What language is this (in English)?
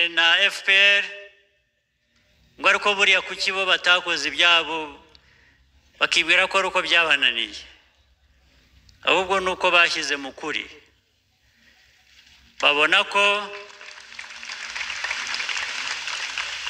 Kinyarwanda